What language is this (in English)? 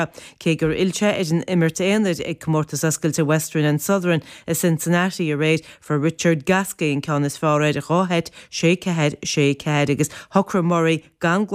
Irish